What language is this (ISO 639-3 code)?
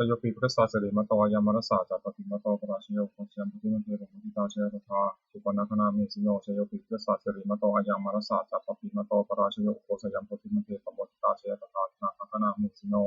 pli